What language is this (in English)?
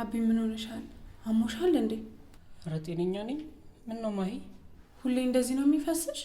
Amharic